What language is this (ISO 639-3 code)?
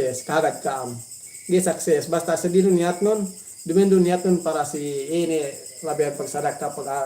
yka